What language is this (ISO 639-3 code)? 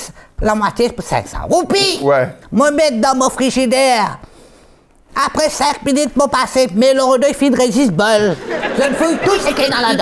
mfe